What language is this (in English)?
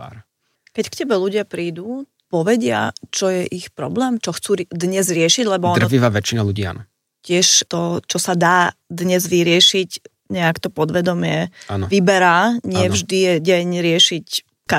Slovak